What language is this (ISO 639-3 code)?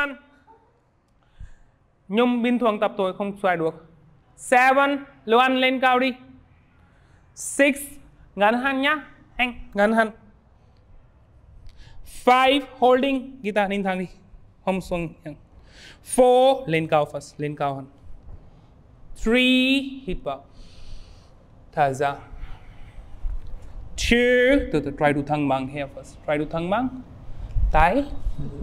vie